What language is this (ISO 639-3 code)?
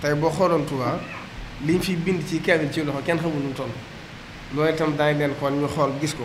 wol